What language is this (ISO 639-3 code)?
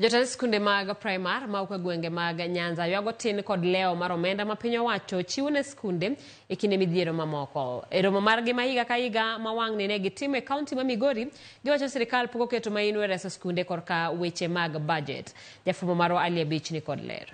luo